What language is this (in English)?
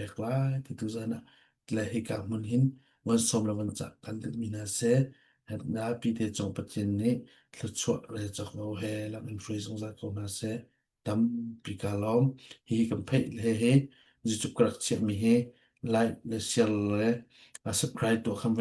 Hakha Chin